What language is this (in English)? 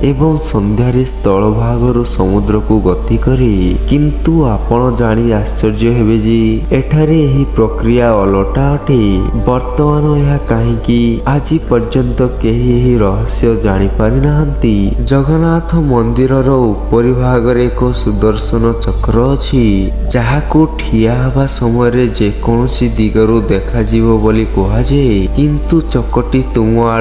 Odia